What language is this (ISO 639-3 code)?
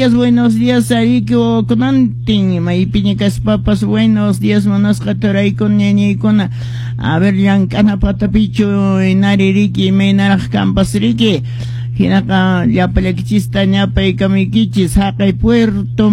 que